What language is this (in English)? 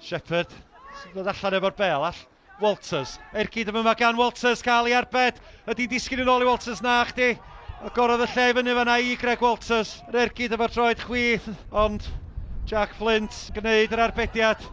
Welsh